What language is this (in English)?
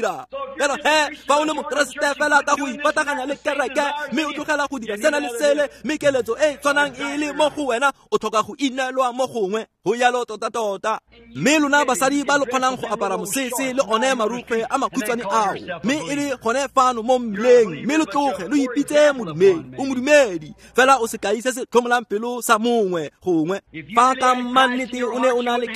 Tswana